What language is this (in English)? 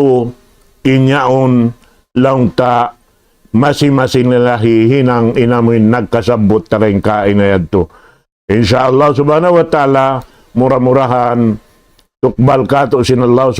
Tausug